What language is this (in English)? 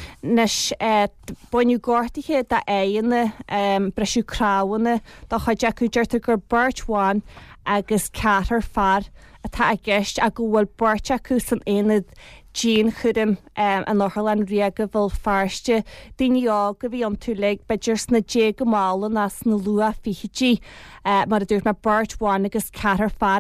Irish